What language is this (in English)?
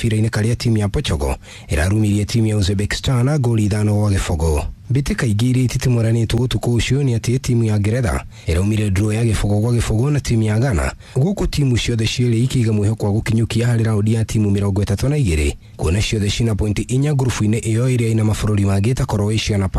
Kikuyu